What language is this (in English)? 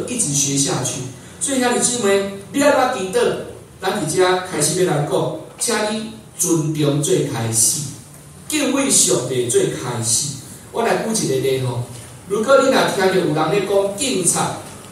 Min Nan Chinese